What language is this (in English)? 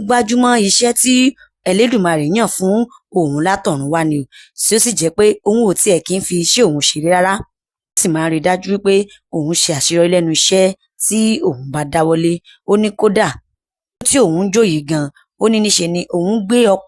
Yoruba